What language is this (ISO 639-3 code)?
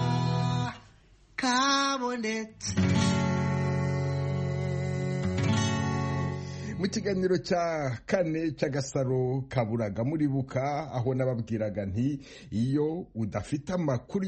kin